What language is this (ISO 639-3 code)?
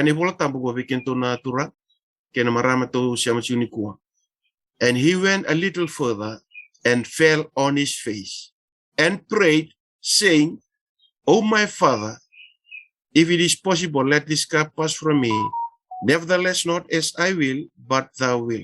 fij